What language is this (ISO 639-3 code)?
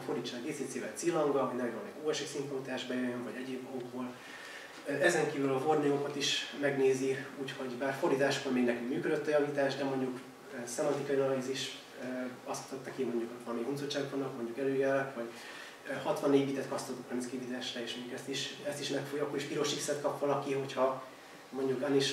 hun